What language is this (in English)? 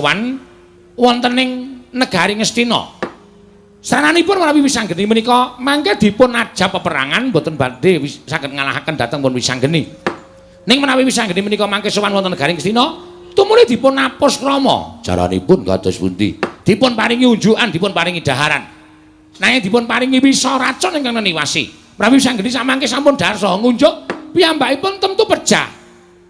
Javanese